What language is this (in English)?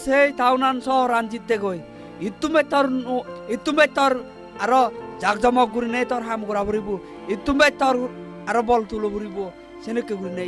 Chakma